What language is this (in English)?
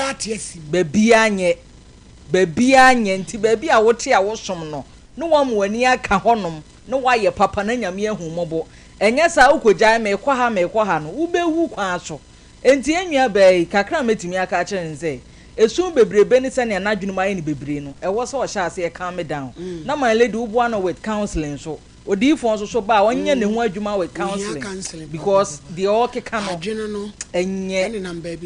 Akan